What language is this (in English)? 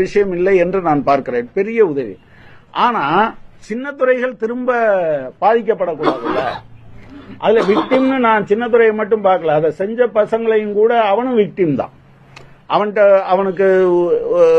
Tamil